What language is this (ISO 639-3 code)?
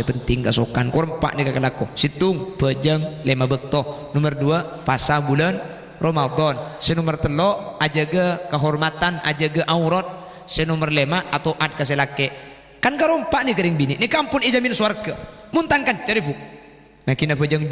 mad